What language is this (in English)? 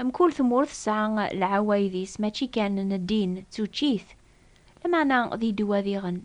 Kabyle